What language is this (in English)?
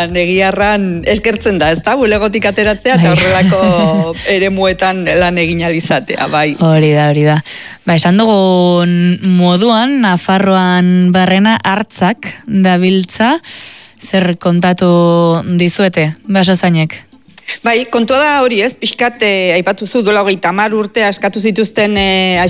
Basque